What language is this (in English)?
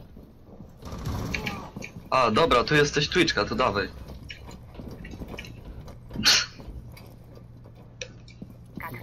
Polish